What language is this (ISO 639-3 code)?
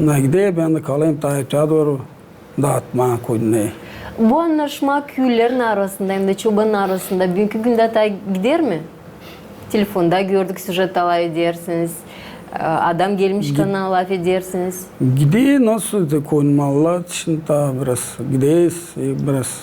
gag